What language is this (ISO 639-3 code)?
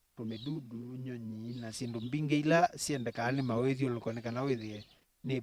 kam